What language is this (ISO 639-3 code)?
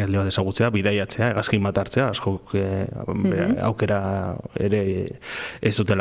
eus